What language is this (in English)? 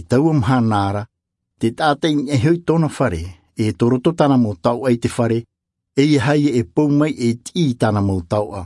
Tahitian